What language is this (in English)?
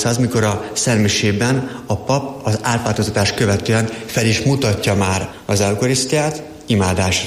Hungarian